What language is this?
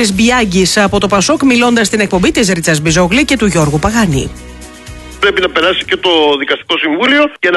Greek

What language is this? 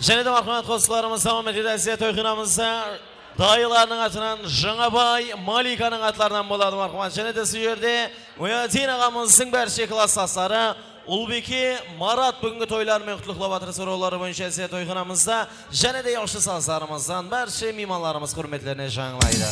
Kara-Kalpak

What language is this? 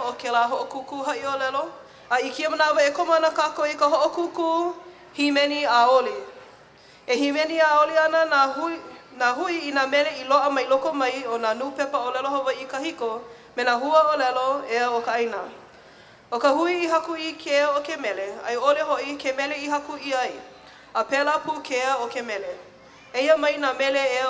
Hawaiian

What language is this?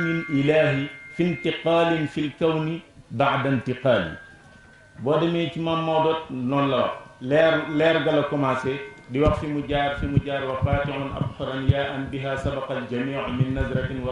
Wolof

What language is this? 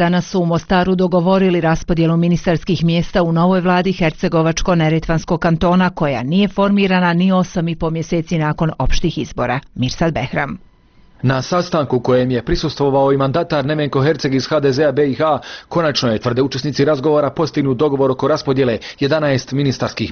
Bosnian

